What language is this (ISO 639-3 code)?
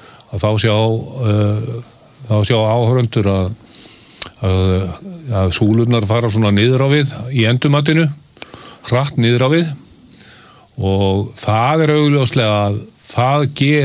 isl